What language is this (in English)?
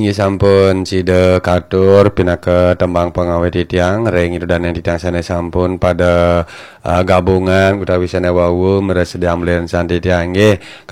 Balinese